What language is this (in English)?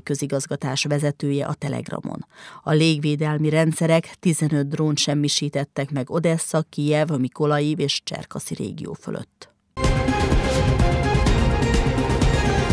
Hungarian